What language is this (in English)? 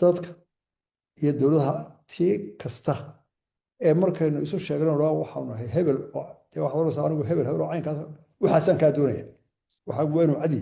Somali